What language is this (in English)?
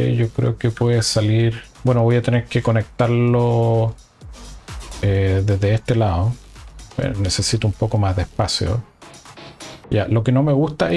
Spanish